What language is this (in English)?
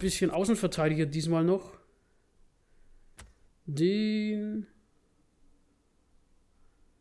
German